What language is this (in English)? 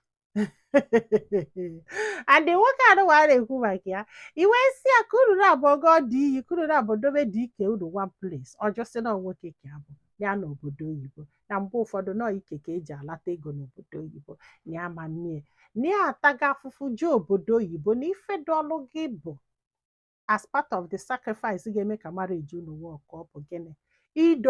Igbo